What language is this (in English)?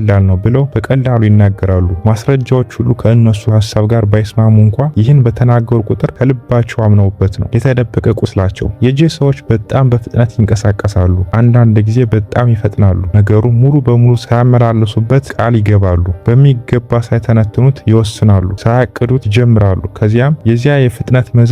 Amharic